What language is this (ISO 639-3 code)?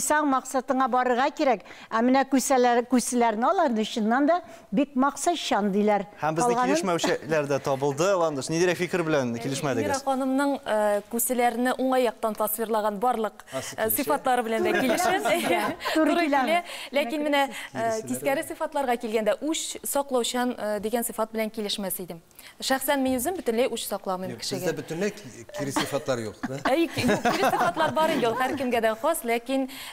tat